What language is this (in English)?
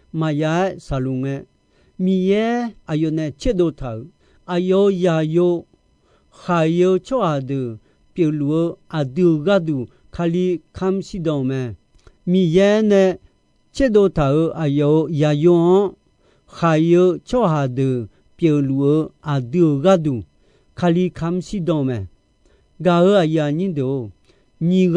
Akha